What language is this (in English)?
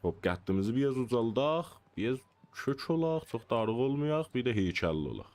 South Azerbaijani